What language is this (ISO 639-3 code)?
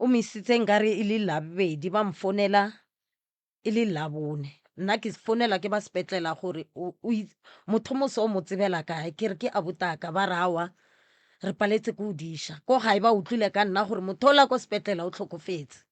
nso